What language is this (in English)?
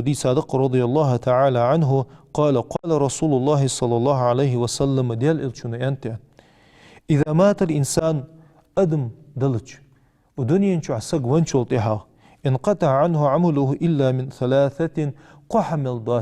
Ingush